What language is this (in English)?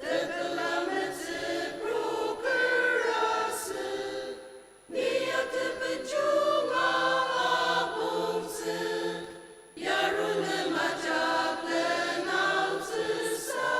Ao Naga